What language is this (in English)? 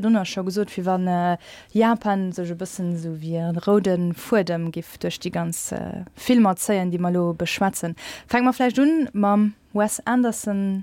Luxembourgish